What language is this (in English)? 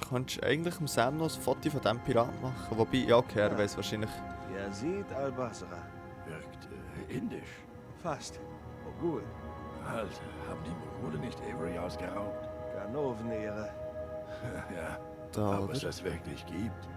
Swiss German